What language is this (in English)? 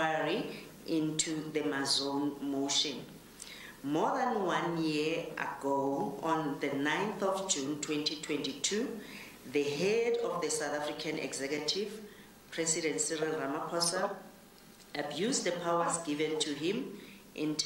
English